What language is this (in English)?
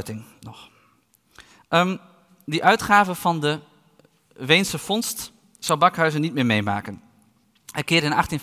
Dutch